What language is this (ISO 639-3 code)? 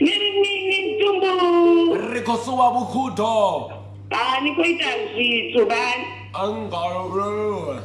ven